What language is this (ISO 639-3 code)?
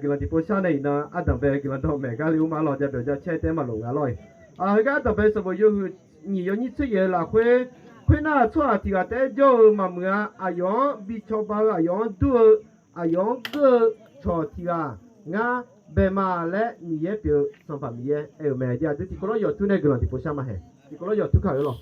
ahk